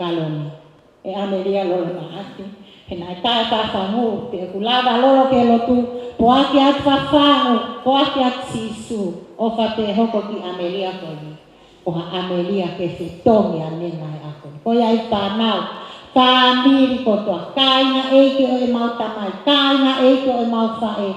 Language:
Tongan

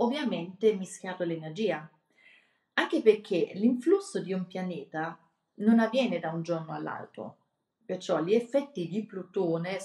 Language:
Italian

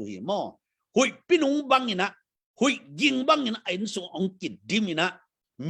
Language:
Tedim Chin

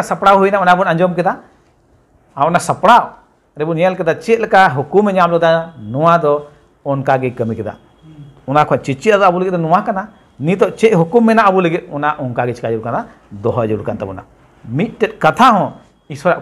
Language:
Santali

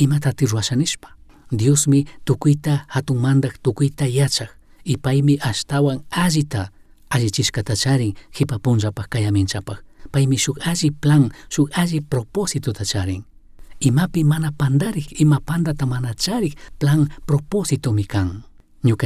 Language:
Chimborazo Highland Quichua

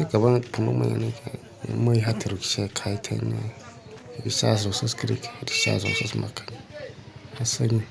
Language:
Kok Borok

